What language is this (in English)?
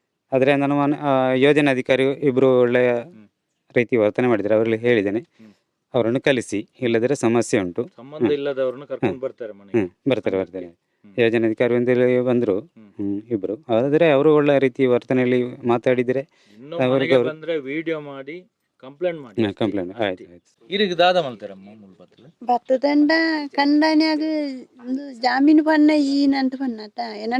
Tulu